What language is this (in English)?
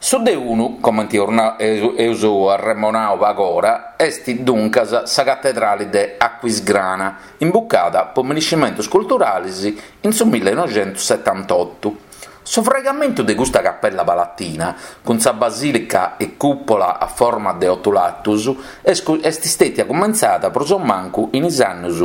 Sardinian